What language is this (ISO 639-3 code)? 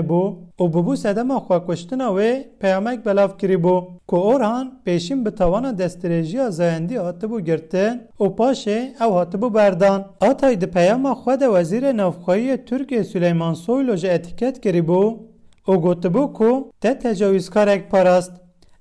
kur